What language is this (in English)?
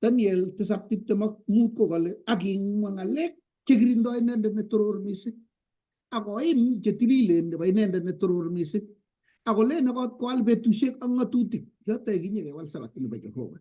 Kalenjin